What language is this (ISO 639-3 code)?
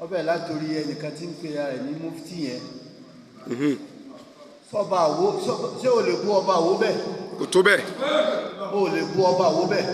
yor